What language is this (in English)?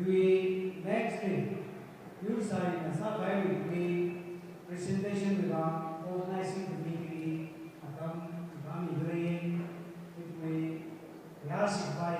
Tangkhul Naga (India)